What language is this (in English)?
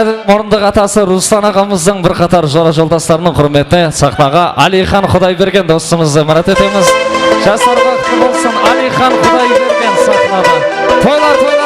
Kara-Kalpak